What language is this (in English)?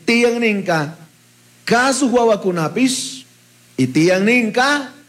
Chimborazo Highland Quichua